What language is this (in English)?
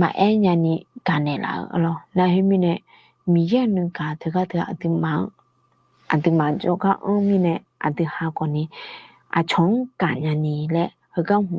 Akha